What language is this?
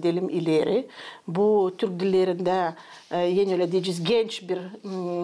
Gagauz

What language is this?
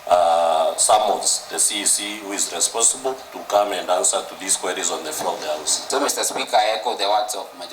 Meru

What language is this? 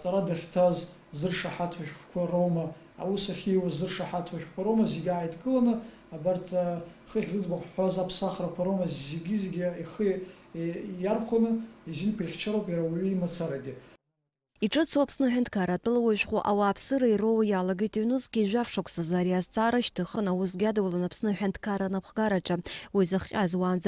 Abkhazian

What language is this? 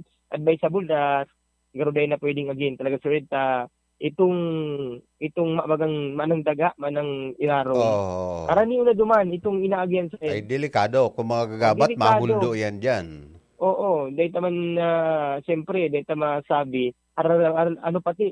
Bikol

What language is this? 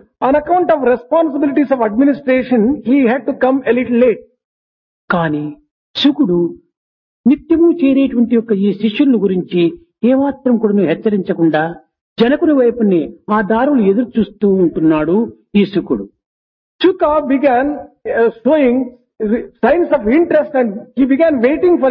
Telugu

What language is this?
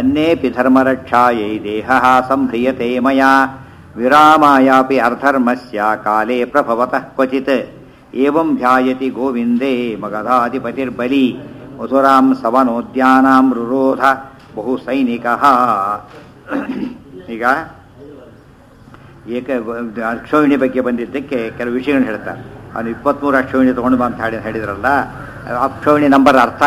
Kannada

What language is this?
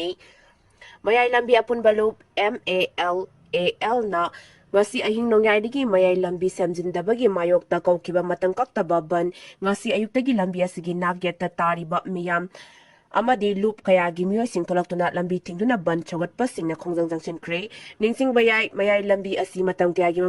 Manipuri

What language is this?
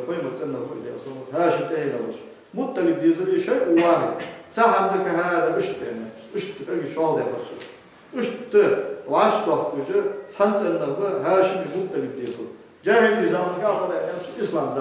Ingush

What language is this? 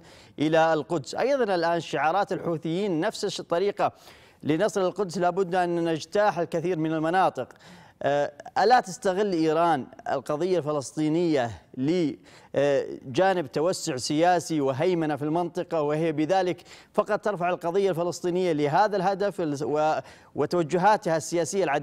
Arabic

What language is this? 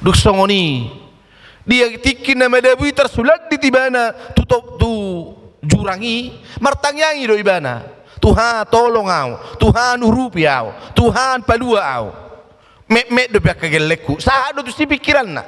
Batak Toba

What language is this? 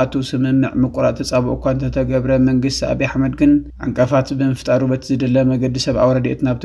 Tigrinya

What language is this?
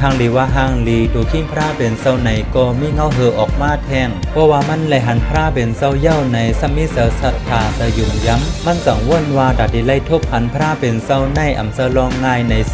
Shan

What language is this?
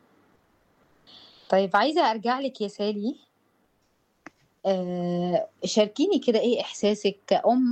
Egyptian Arabic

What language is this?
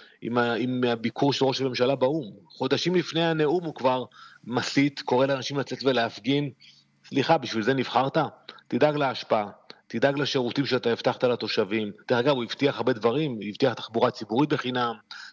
Hebrew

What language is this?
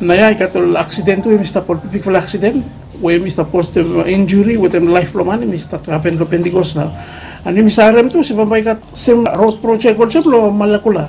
Bislama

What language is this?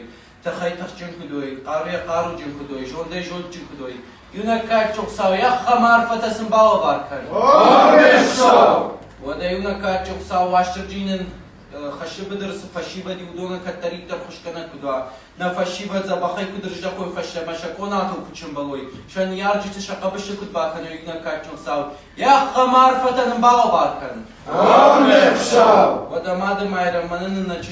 Ossetic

